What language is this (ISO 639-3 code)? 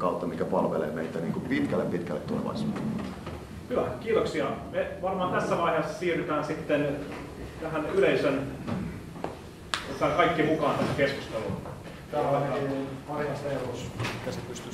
fin